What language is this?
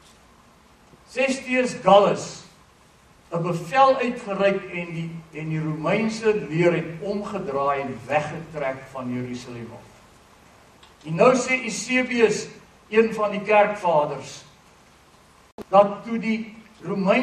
Afrikaans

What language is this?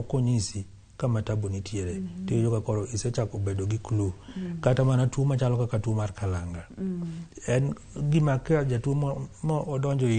Luo (Kenya and Tanzania)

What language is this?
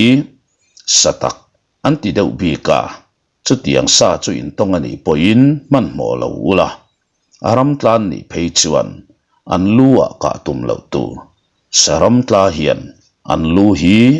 Mizo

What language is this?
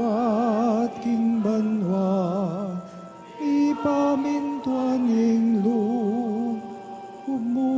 Pampanga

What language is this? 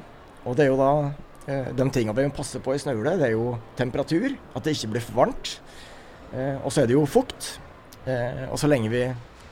Norwegian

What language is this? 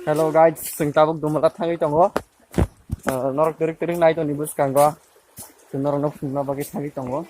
Kok Borok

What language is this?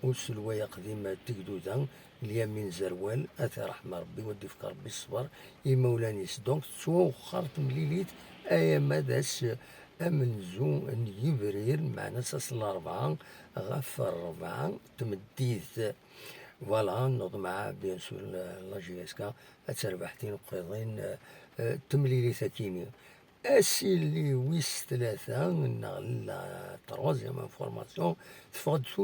Kabyle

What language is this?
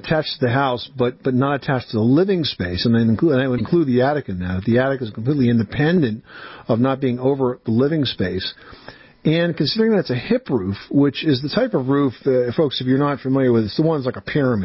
English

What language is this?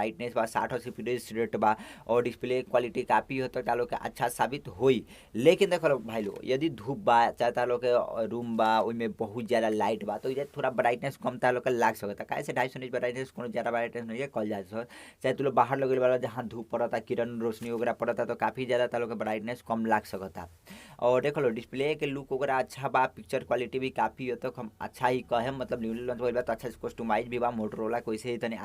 Bhojpuri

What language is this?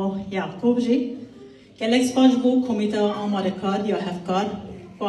Kurdish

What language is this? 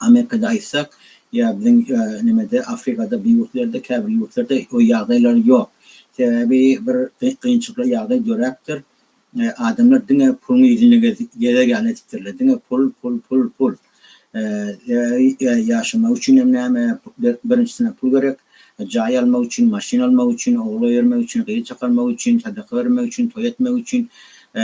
Turkmen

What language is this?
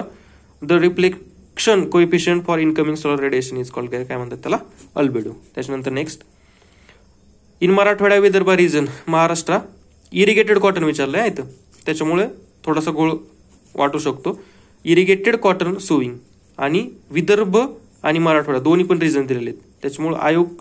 Marathi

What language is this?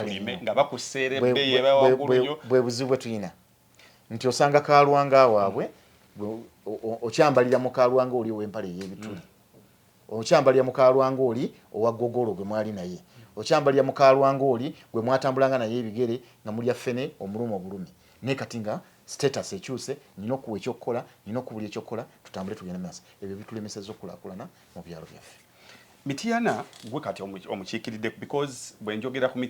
Ganda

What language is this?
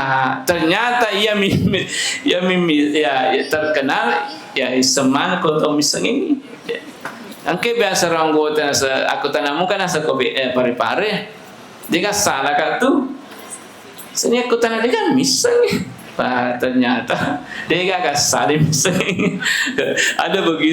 Buginese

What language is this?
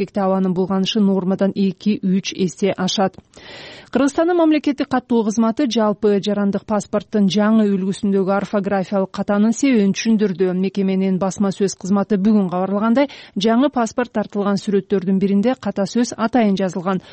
Kyrgyz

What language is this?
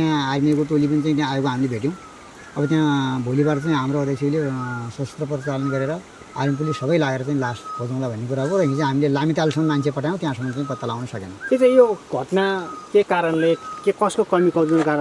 Nepali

